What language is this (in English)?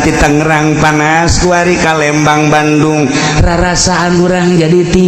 Sundanese